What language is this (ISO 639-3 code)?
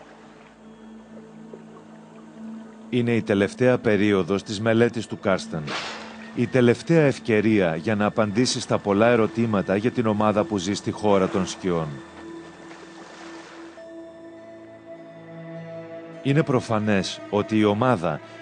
ell